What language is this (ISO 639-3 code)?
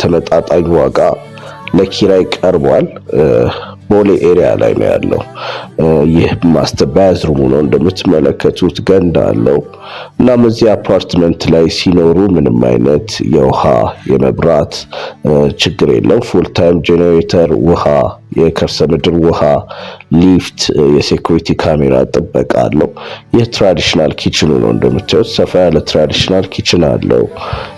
amh